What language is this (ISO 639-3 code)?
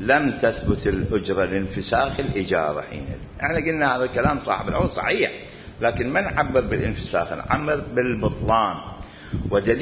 acm